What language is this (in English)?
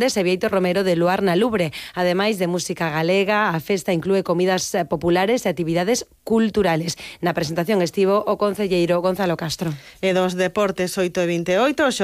Galician